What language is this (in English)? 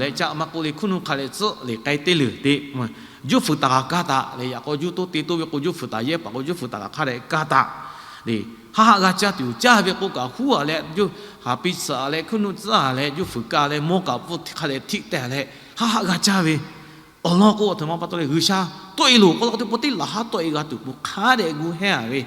Lahu